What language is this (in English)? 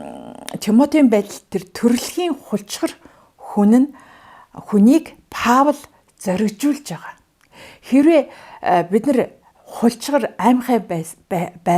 Mongolian